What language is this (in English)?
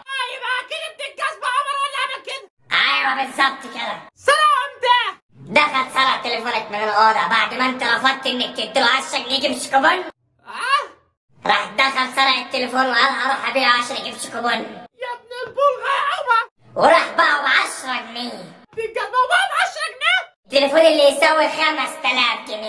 Egyptian Arabic